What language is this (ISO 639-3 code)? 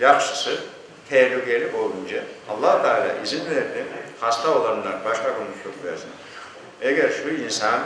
crh